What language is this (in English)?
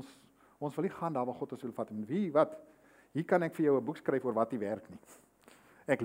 Afrikaans